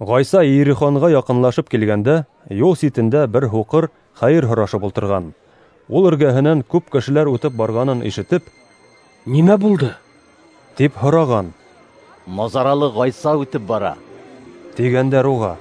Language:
Bashkir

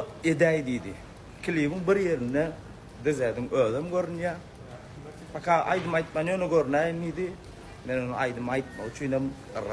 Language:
Turkmen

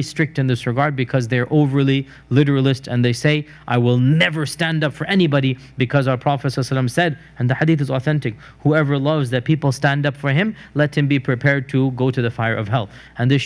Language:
English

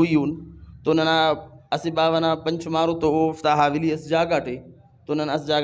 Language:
Brahui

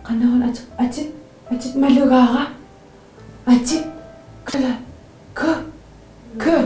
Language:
Kalaallisut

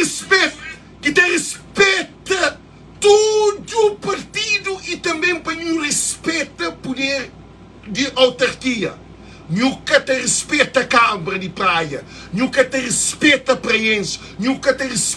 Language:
Kabuverdianu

